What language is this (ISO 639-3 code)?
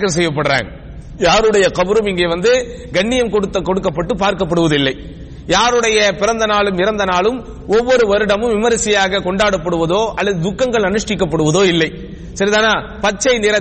tam